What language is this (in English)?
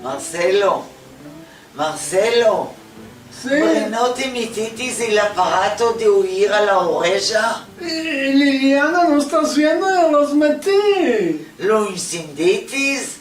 Ladino